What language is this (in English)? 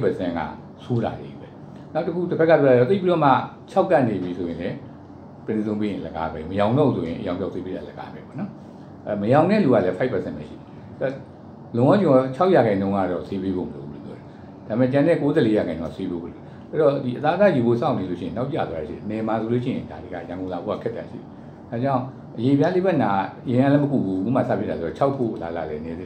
Burmese